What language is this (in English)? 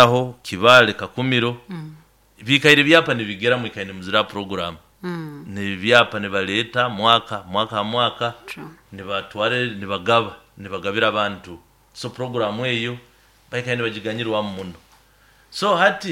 Nyoro